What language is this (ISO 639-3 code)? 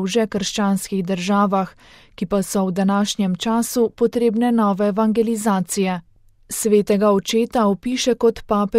slv